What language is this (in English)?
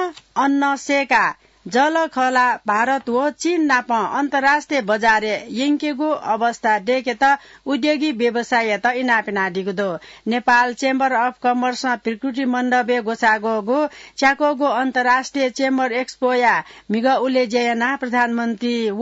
Newari